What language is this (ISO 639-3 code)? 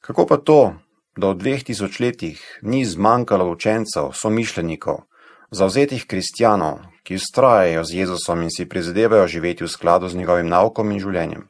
slv